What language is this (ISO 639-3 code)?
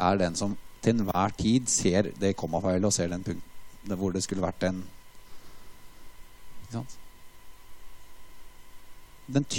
nor